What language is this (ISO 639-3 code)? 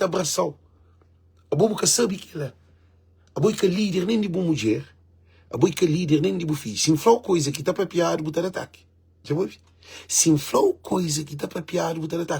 kea